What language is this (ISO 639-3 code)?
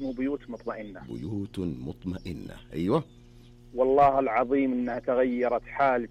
ars